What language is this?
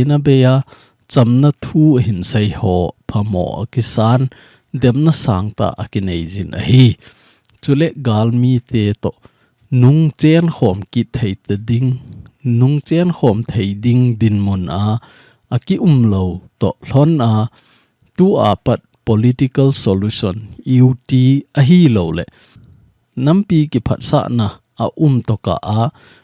Thado Chin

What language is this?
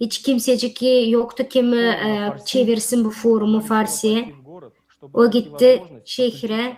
Gagauz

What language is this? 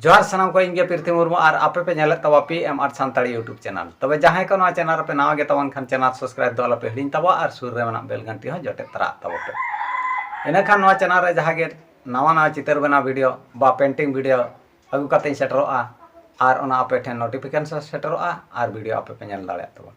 Santali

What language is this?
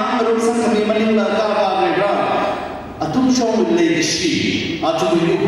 Tangkhul Naga (India)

